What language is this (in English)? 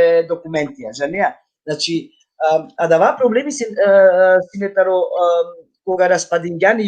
Balkan Romani